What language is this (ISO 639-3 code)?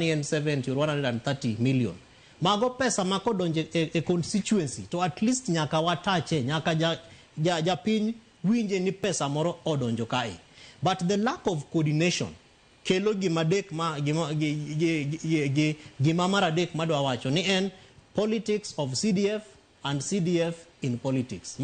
luo